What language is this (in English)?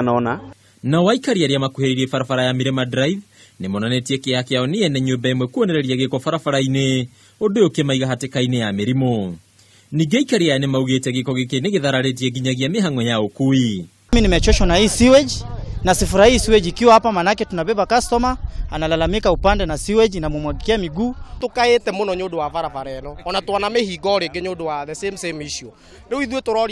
Kikuyu